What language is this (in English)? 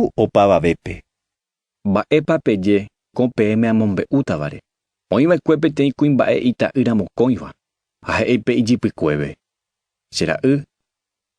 Guarani